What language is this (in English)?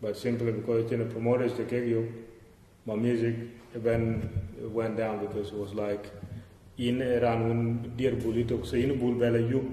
Dinka